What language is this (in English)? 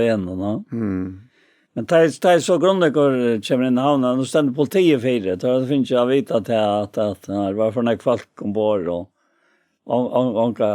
Faroese